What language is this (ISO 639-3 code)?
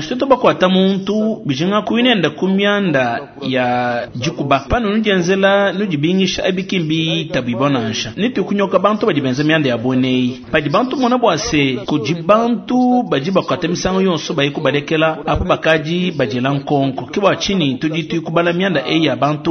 lua